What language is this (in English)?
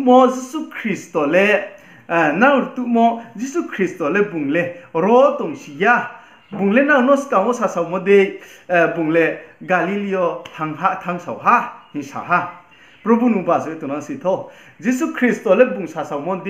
Riang (India)